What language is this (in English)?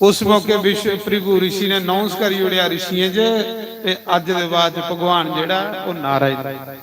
Dogri